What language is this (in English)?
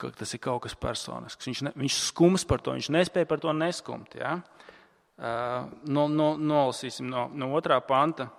Latvian